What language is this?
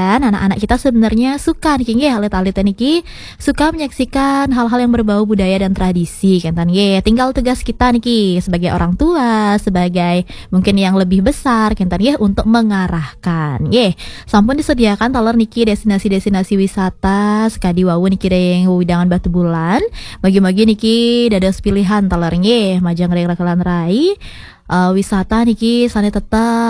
Balinese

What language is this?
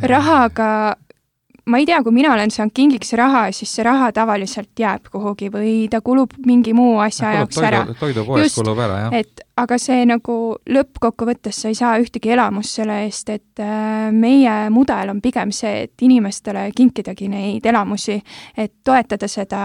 Estonian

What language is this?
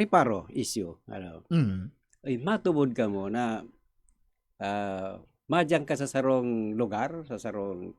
Bikol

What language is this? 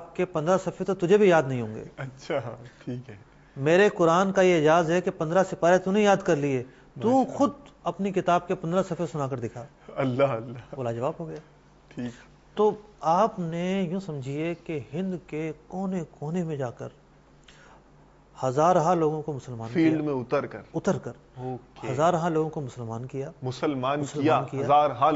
Urdu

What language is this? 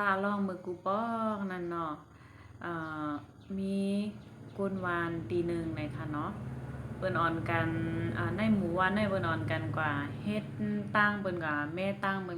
Shan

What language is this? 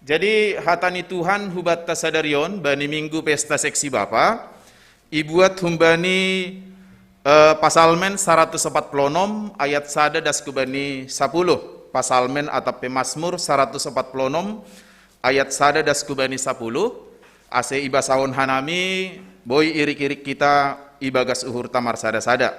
Batak Simalungun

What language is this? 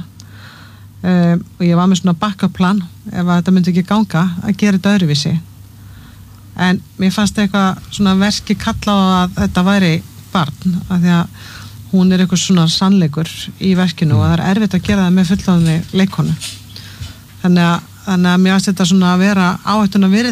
Icelandic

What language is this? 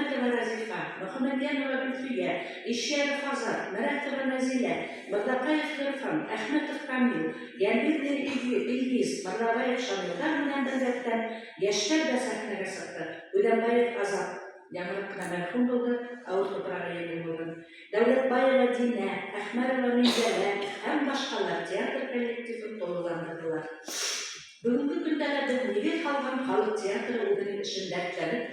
Bashkir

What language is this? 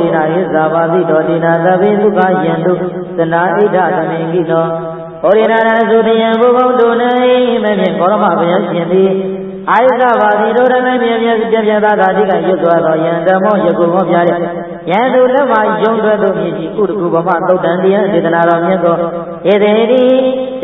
Burmese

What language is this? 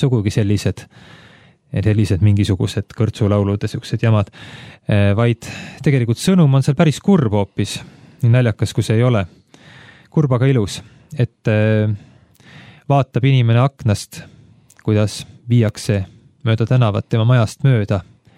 Estonian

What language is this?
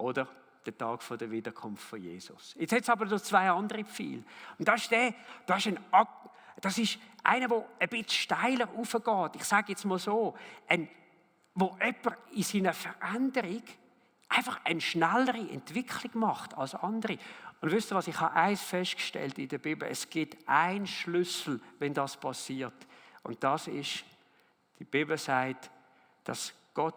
Swiss German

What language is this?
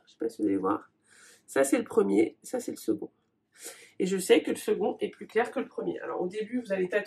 French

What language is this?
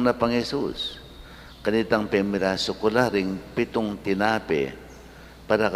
Pampanga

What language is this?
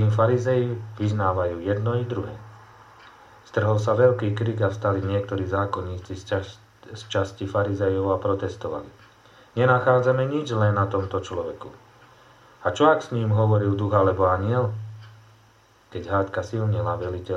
Slovak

